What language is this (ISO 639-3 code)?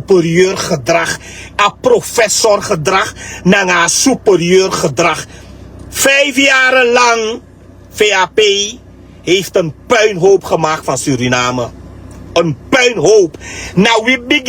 srn